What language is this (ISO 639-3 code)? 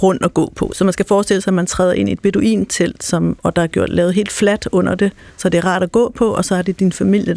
dan